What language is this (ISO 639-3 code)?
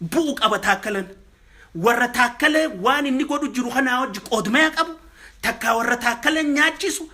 orm